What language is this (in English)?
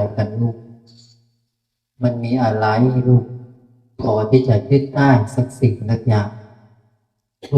Northeastern Thai